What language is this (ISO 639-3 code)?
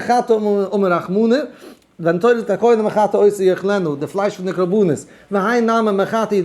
yid